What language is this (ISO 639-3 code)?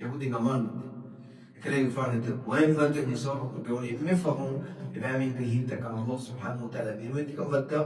div